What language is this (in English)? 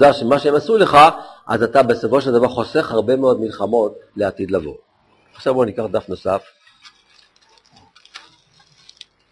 Hebrew